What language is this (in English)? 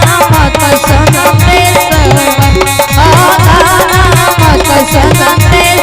Maithili